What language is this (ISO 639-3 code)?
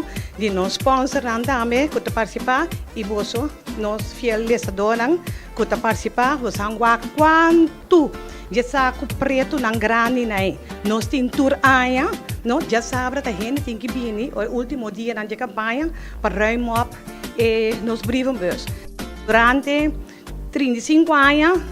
pap